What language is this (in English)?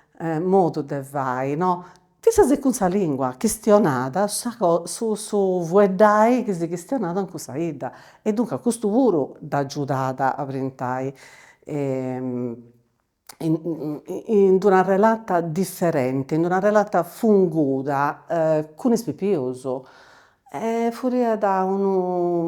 Sardinian